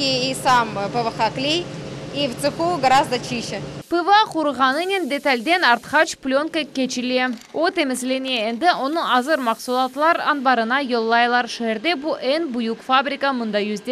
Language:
Crimean Tatar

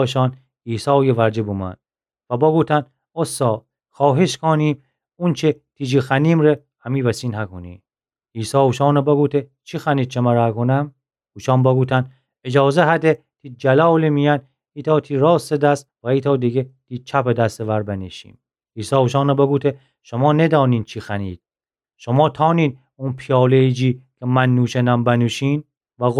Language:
Gilaki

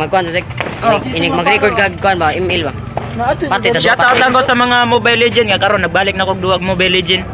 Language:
Cebuano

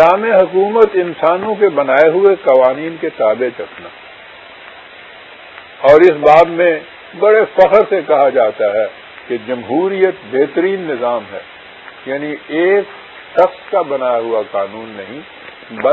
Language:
Urdu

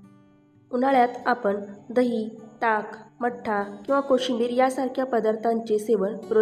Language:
Marathi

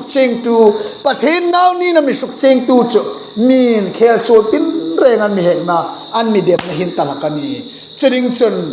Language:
Hmar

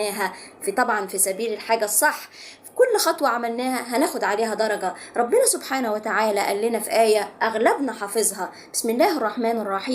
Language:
Egyptian Arabic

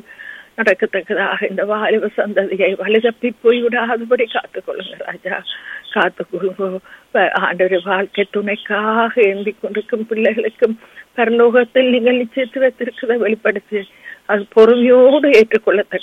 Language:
Tamil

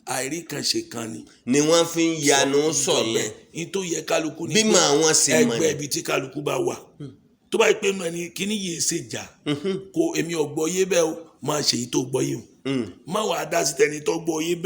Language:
Yoruba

